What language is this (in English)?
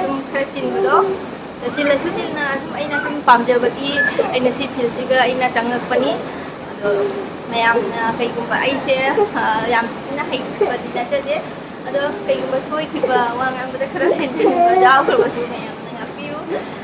Manipuri